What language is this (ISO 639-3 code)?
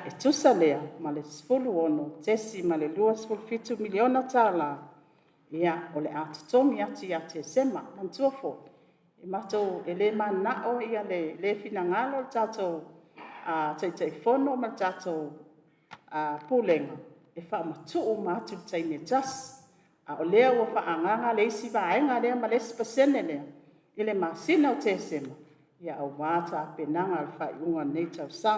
smo